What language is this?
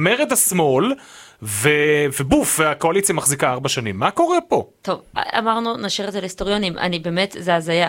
Hebrew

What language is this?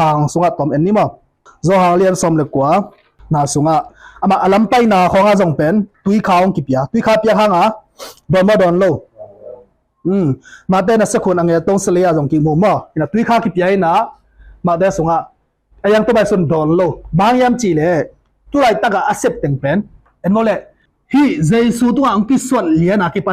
Tedim Chin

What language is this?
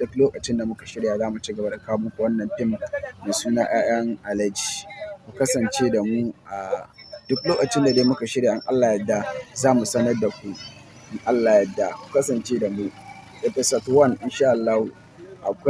Hausa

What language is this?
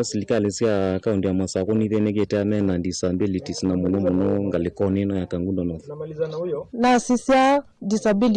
Kamba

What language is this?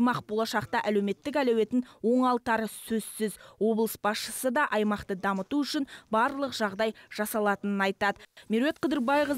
Kazakh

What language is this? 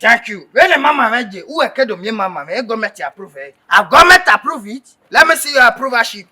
Bini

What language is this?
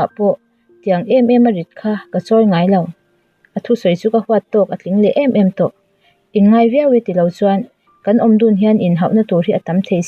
Mizo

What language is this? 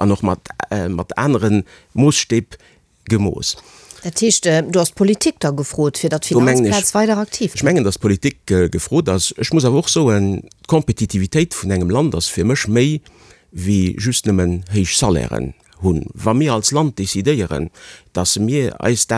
Luxembourgish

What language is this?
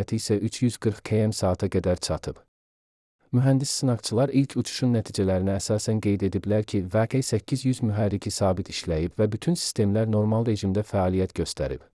Azerbaijani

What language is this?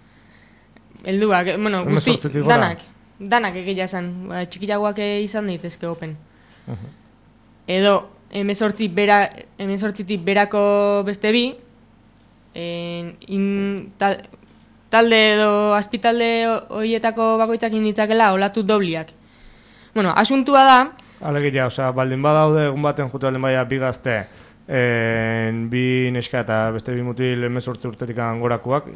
Basque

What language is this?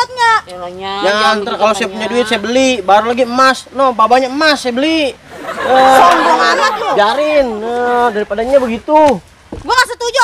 Betawi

